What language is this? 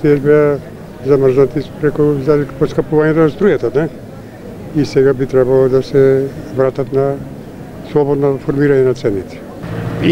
Macedonian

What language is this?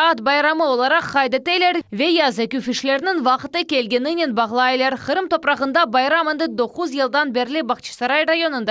Crimean Tatar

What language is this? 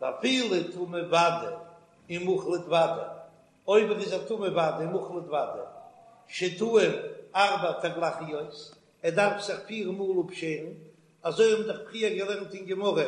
Yiddish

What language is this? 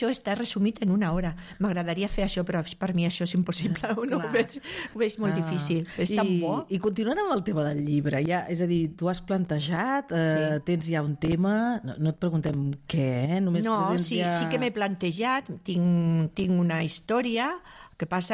Catalan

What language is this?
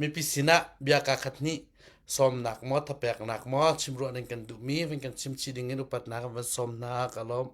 Hakha Chin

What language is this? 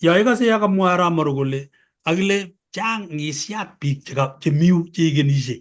Kalenjin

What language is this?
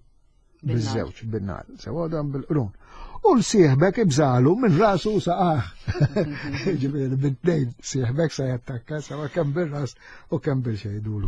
Maltese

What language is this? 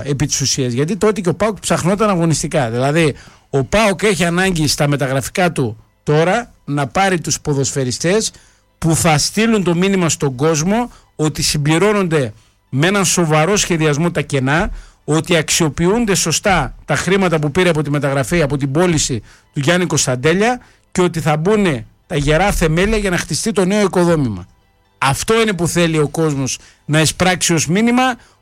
Greek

